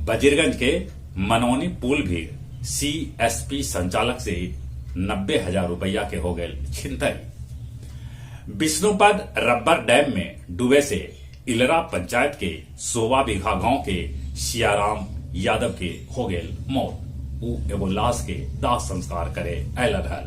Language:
Magahi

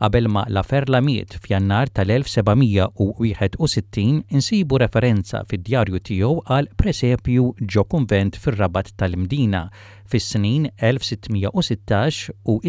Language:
Maltese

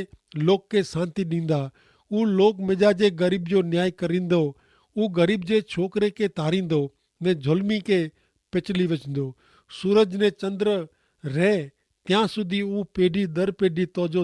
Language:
Kachhi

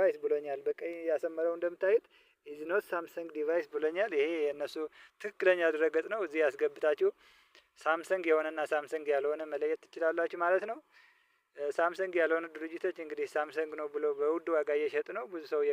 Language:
Amharic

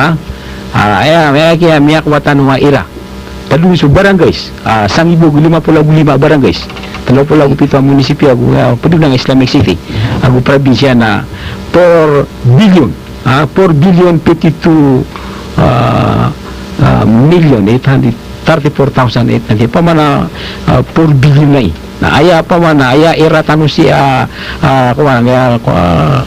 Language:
Maranao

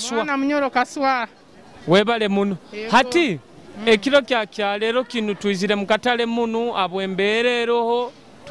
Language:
Nyoro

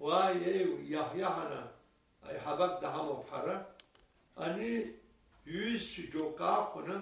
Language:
Abkhazian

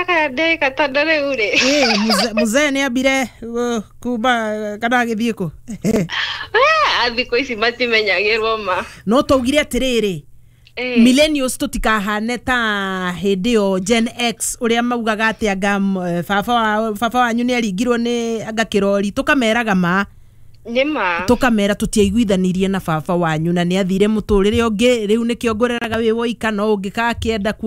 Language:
Kikuyu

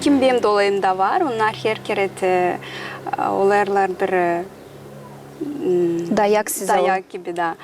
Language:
Gagauz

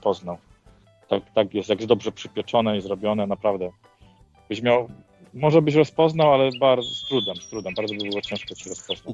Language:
Polish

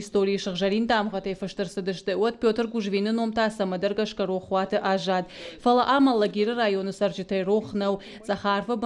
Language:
Ossetic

